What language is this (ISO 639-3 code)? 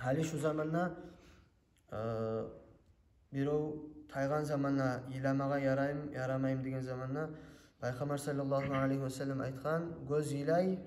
kum